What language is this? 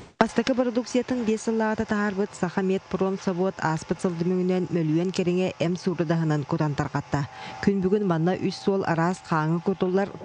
Yakut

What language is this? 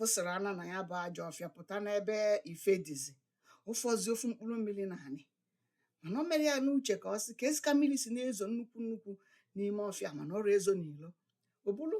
Igbo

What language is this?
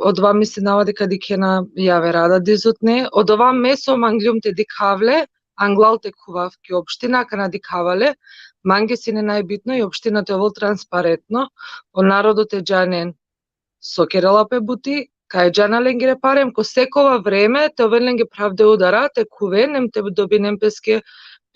Balkan Romani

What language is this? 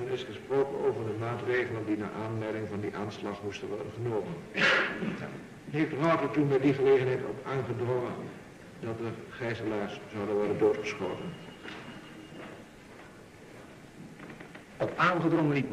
Dutch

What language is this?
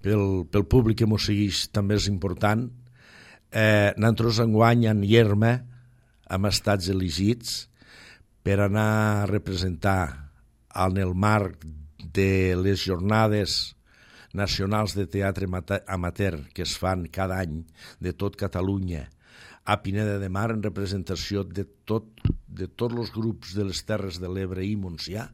Catalan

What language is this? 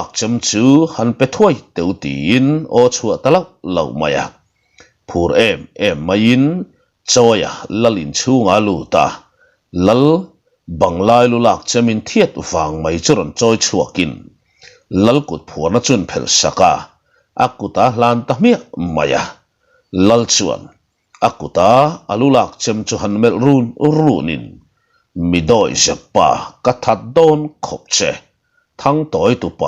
Mizo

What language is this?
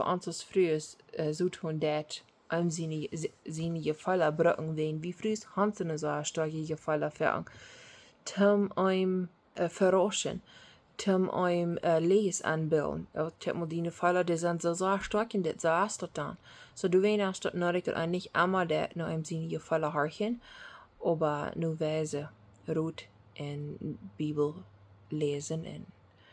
Plautdietsch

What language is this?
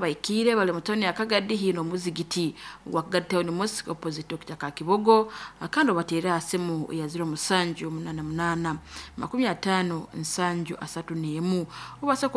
Nyankole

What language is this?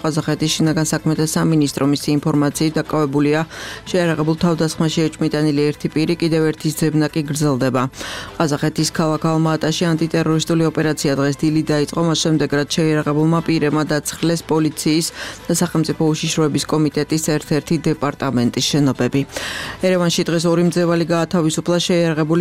Georgian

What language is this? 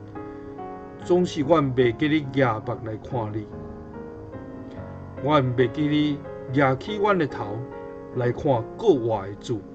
Min Nan Chinese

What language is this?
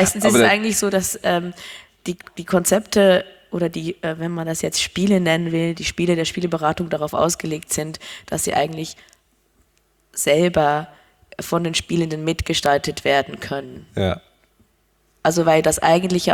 German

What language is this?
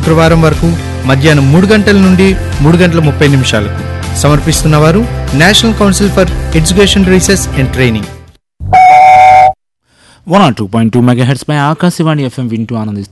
Telugu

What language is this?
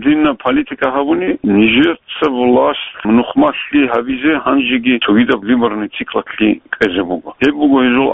Avaric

